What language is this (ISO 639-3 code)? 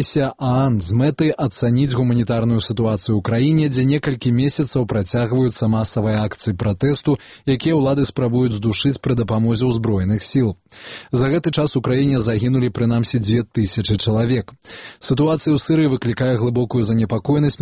bel